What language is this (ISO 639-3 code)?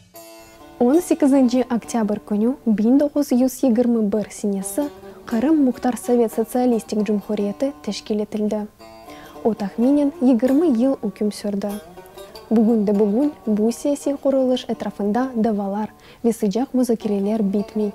crh